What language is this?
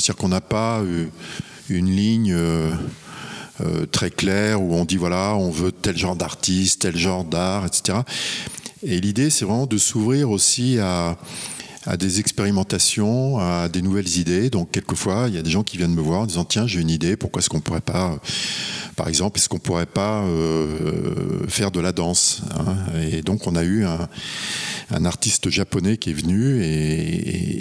French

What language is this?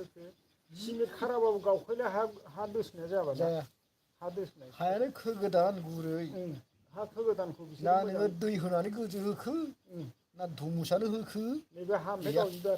Bodo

